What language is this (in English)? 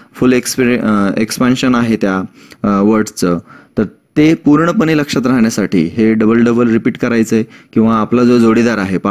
Marathi